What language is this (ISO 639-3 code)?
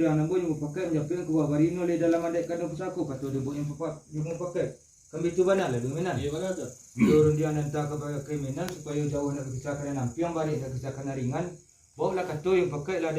min